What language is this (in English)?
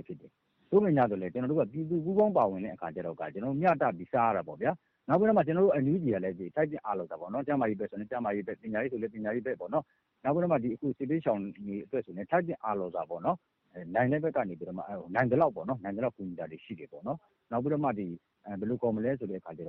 Burmese